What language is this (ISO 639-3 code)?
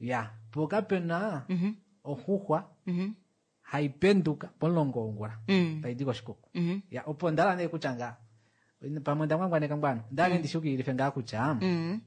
kua